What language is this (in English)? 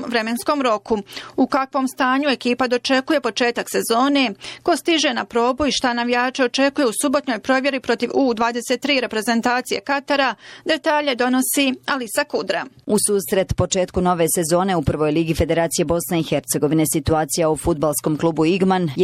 Bosnian